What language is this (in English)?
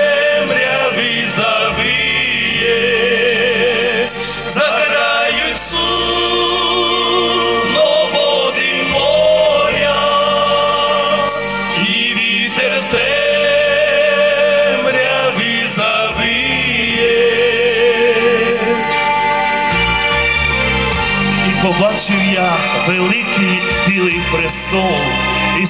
Ukrainian